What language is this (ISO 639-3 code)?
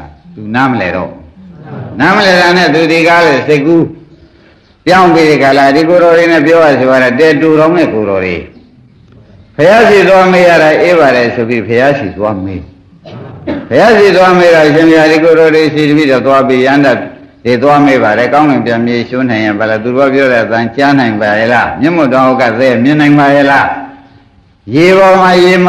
mya